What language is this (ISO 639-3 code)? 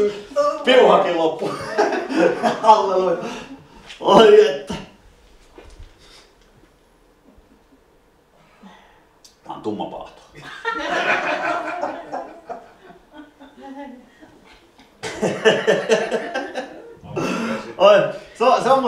fin